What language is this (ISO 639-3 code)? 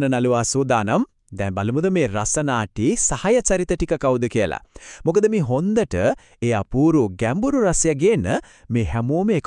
sin